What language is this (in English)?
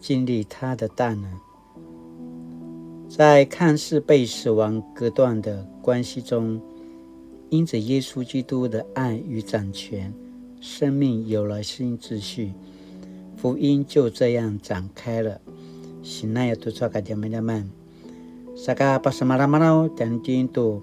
Paiwan